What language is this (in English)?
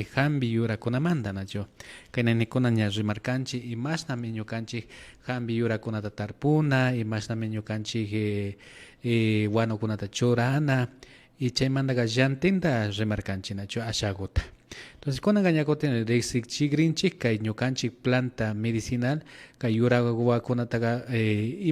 Imbabura Highland Quichua